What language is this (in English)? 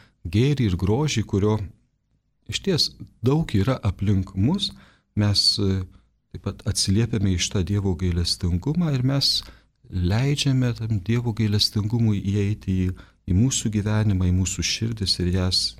Lithuanian